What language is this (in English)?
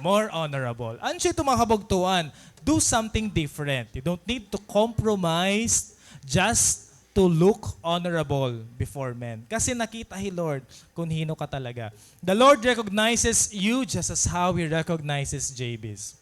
Waray